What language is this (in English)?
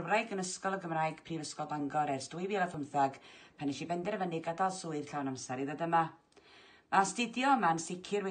Welsh